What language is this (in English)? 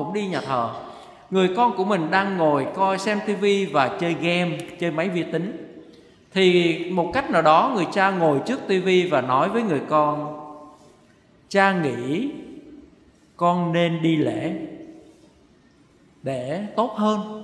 Vietnamese